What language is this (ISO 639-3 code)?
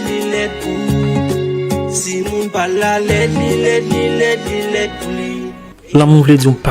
hat